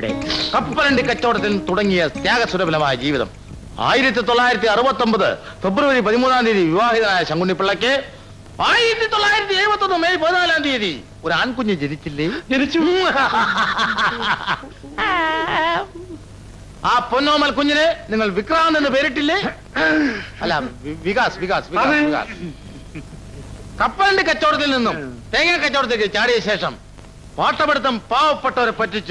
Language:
Malayalam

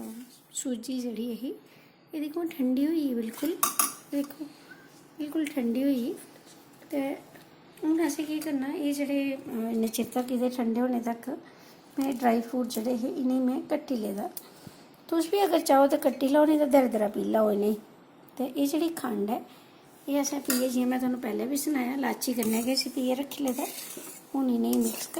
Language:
Dogri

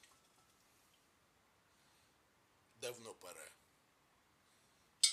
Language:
Russian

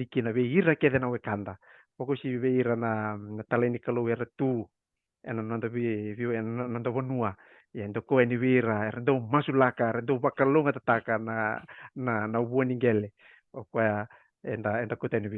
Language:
Fijian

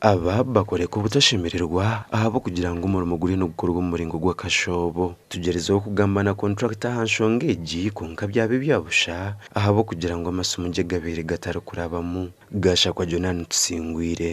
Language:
Nyankole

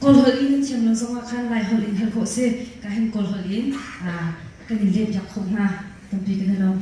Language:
Hakha Chin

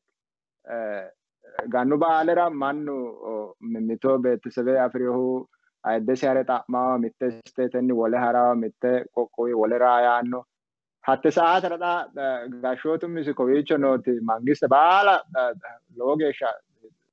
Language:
Sidamo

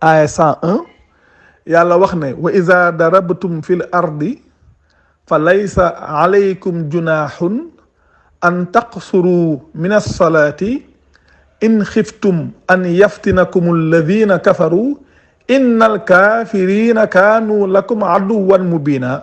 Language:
Wolof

